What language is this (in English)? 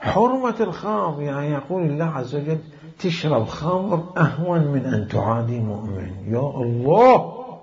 Mesopotamian Arabic